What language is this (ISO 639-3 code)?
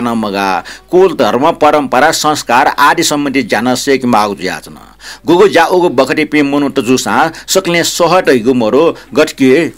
new